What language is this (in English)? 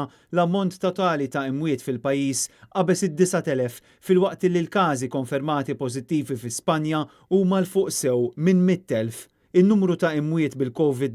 Maltese